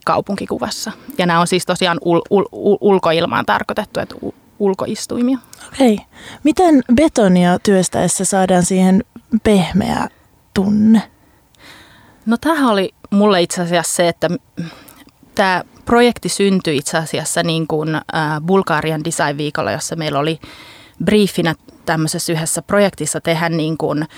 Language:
Finnish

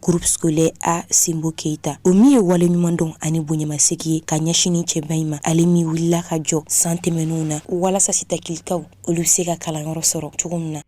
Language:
Bambara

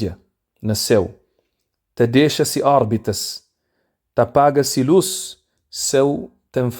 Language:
Kabuverdianu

